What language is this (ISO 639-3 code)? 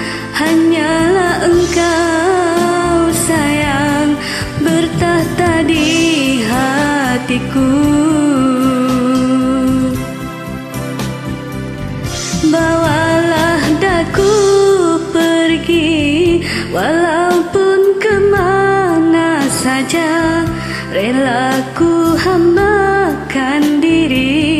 msa